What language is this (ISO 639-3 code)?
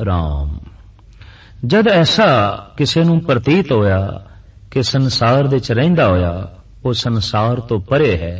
pan